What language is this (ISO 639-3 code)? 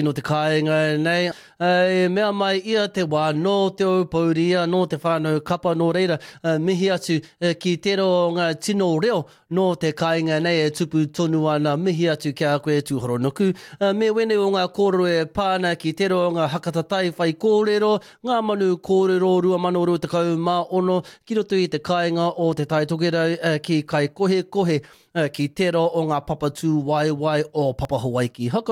mri